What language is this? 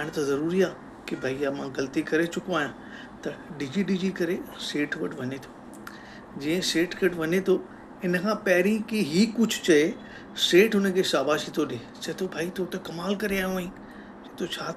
Sindhi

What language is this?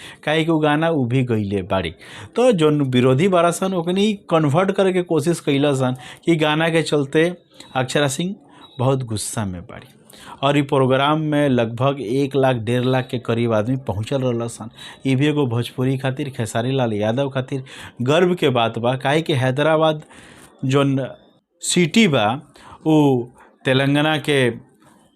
Bhojpuri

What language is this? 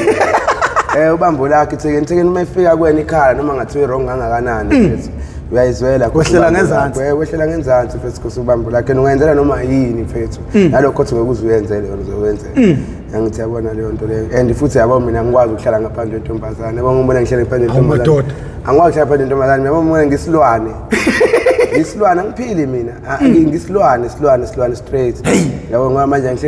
Zulu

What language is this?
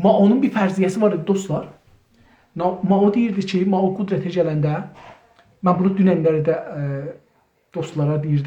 South Azerbaijani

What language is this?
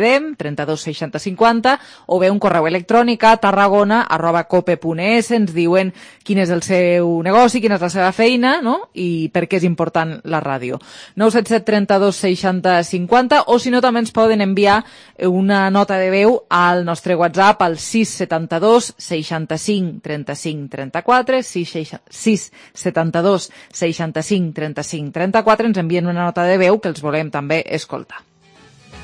Catalan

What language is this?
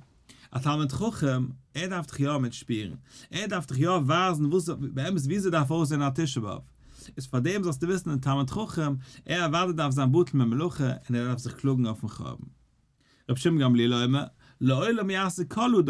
Yiddish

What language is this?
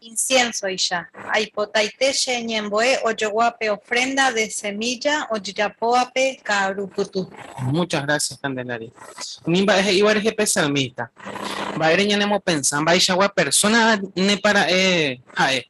Guarani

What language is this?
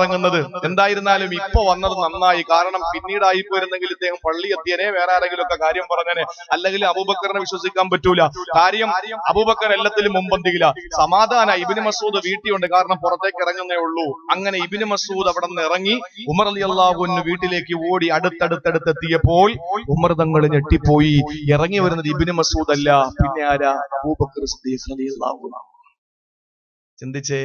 Malayalam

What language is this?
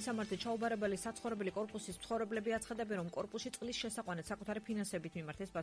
Georgian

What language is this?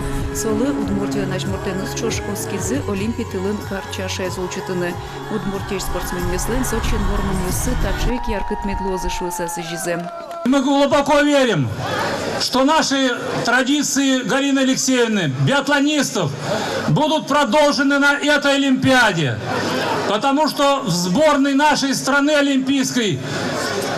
Udmurt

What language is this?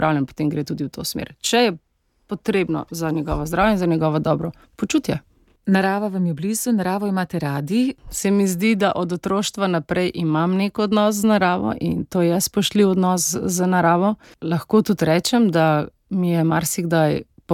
Slovenian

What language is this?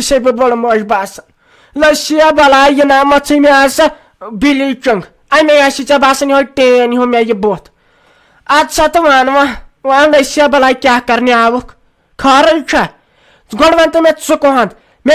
Kashmiri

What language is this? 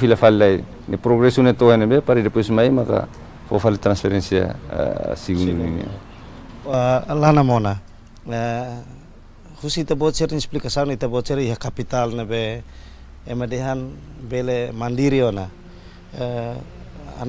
Tetum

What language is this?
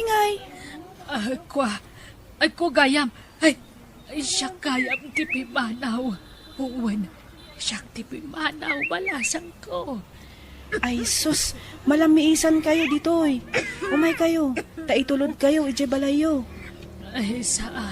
Iloko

